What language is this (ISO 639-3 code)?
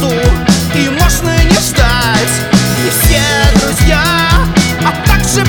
rus